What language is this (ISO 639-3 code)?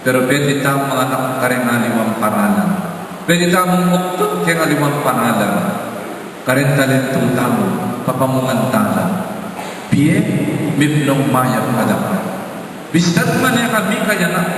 pam